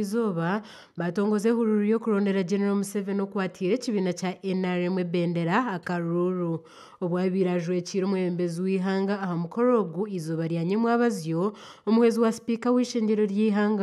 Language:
Nyankole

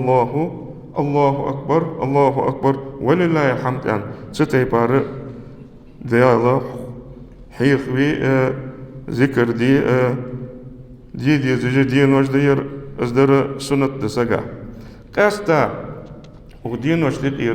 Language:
Ingush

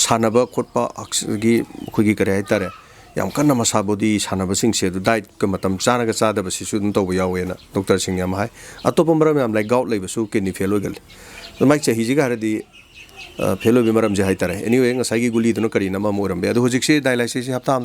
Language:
Manipuri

